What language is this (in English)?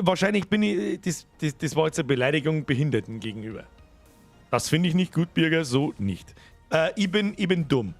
Bavarian